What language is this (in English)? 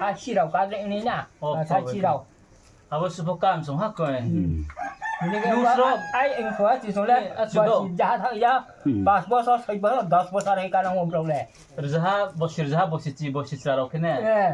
Riang (India)